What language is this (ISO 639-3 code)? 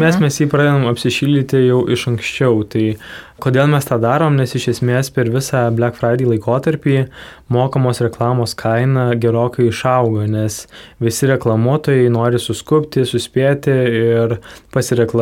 lit